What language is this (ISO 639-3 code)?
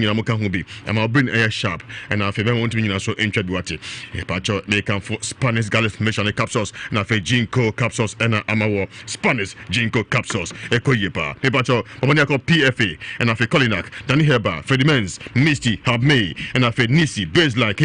aka